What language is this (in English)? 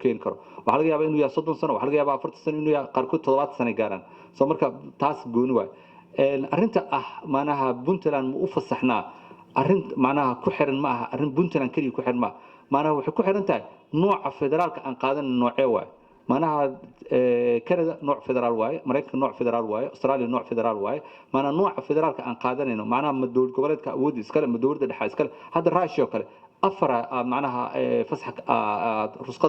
Somali